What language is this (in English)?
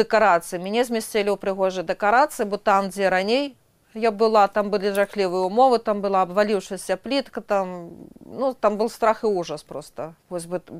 Belarusian